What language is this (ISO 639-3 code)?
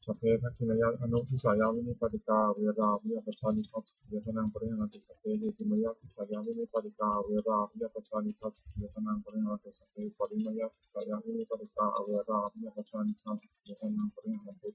pli